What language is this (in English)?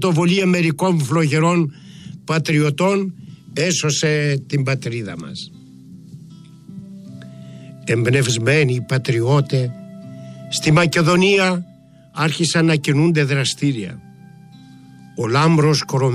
Greek